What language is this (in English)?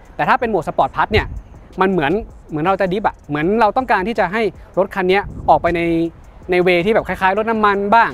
Thai